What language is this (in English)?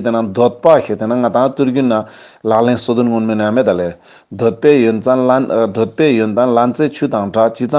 Ladakhi